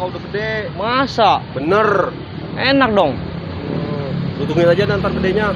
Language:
Betawi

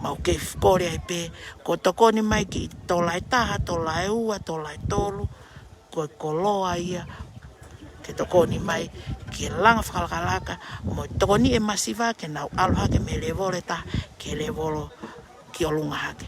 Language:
Tongan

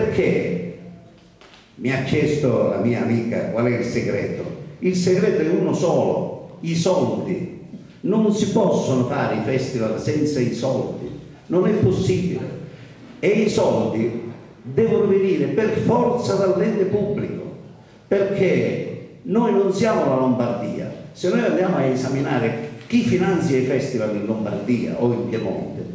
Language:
Italian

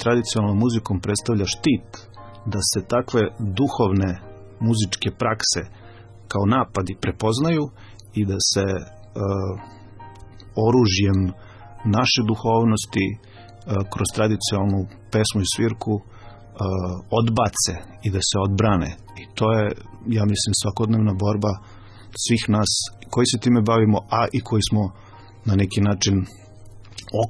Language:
Serbian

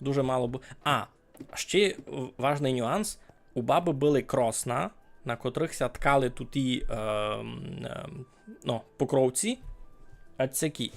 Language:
Rusyn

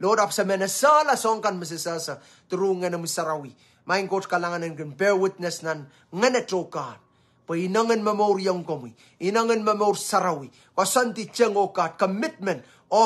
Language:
Pohnpeian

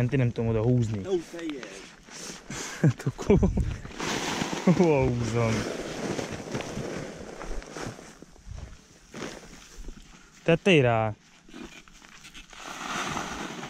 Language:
Hungarian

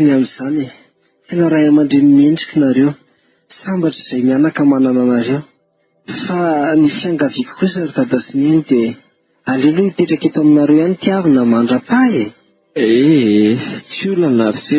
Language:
Malagasy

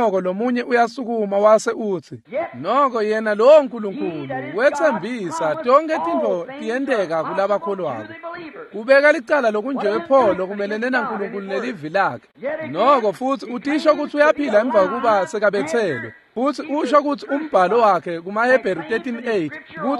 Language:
Swati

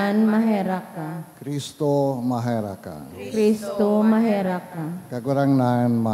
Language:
Bikol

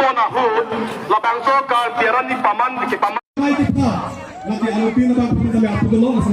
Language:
Karbi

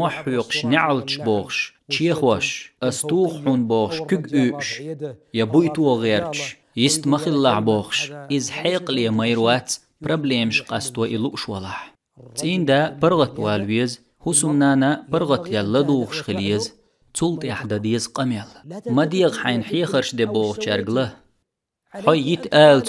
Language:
Chechen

